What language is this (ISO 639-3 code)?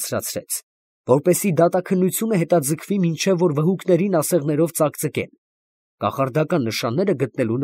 hye